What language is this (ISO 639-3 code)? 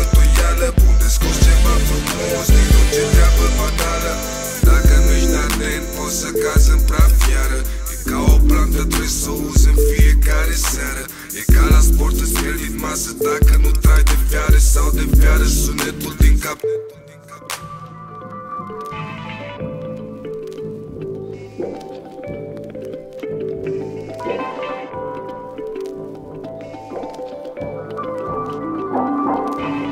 ron